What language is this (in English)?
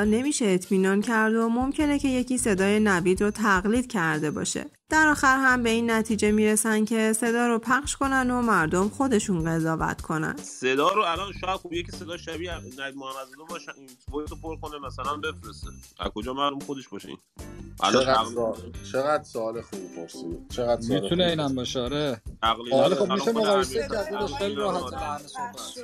Persian